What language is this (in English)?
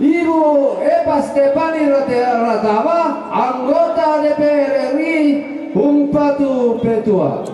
Toraja-Sa'dan